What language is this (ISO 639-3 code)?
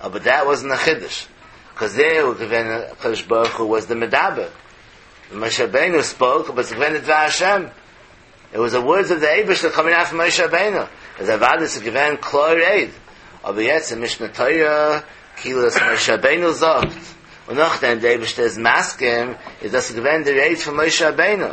yid